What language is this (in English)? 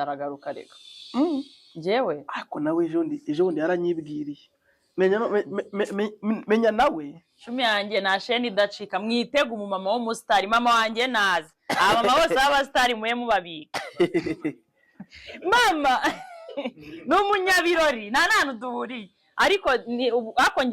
Kinyarwanda